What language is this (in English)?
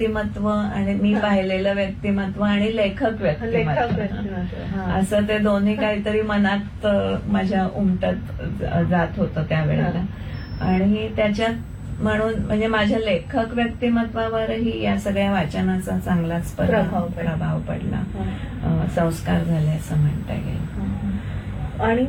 Marathi